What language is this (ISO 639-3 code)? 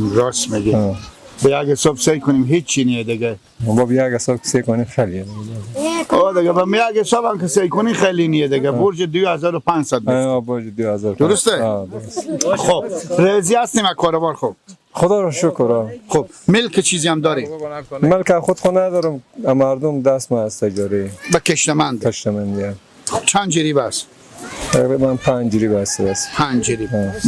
fas